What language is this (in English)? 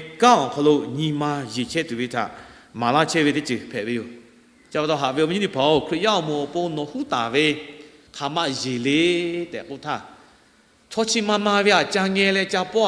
Lahu